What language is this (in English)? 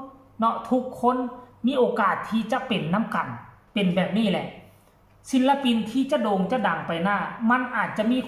Northeastern Thai